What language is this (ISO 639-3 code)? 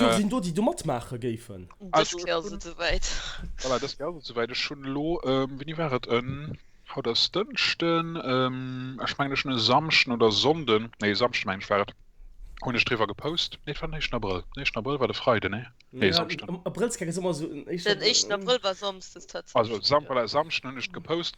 ltz